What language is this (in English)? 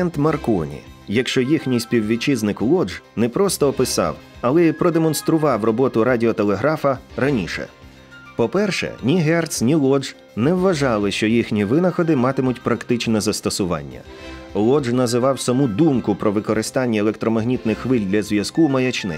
Ukrainian